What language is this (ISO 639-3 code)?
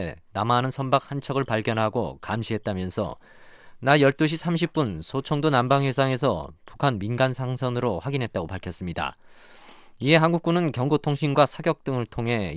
kor